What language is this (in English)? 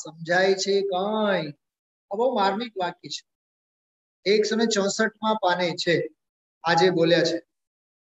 Gujarati